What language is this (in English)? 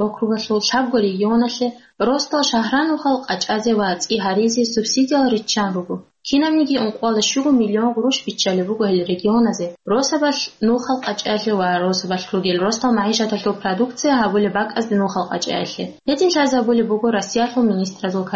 Avaric